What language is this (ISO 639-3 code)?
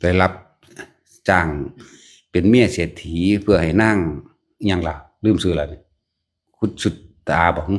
lao